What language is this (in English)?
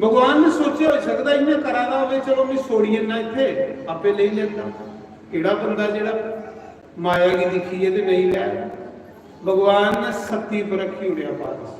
Dogri